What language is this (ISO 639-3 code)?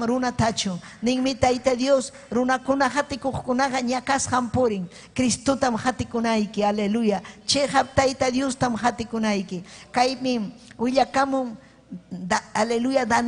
quy